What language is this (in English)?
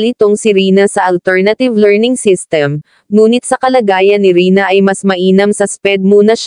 Filipino